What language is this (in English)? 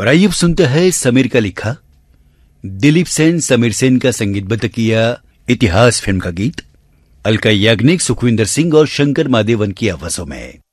Hindi